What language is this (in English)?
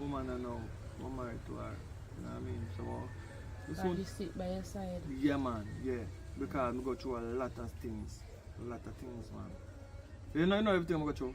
Jamaican Creole English